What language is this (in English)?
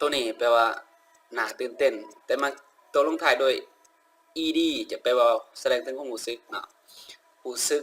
Lao